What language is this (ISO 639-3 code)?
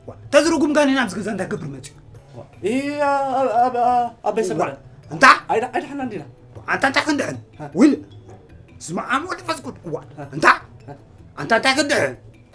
tir